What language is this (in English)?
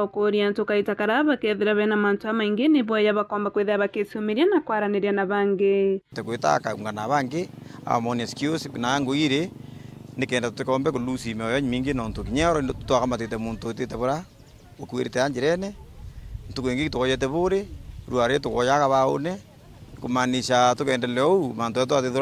Meru